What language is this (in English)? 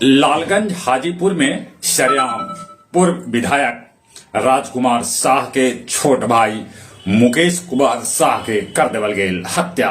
Magahi